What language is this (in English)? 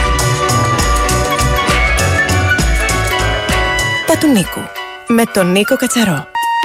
Greek